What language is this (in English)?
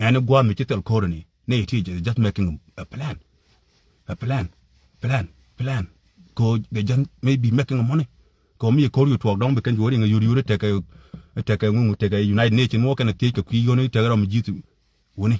Nuer